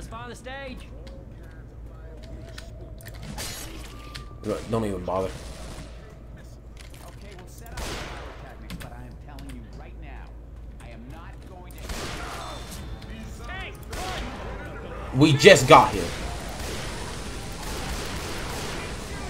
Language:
English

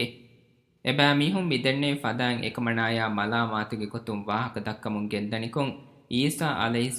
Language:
Divehi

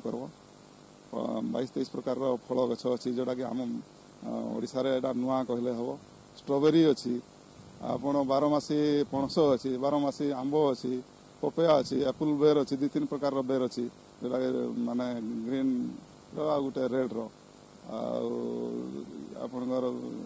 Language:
Odia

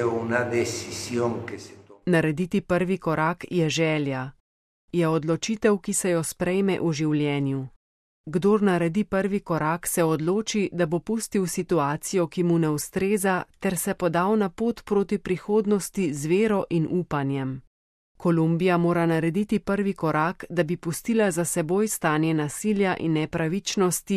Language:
Slovenian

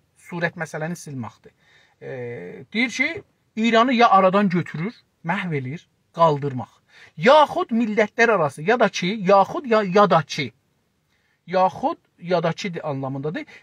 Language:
South Azerbaijani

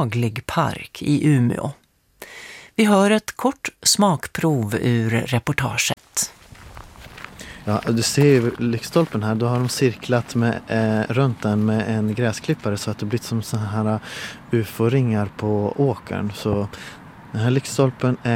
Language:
Swedish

